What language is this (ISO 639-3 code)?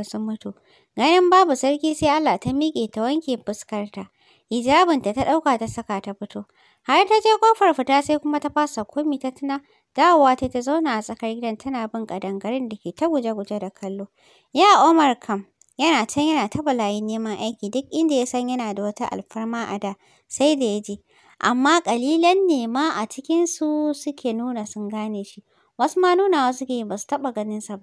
hau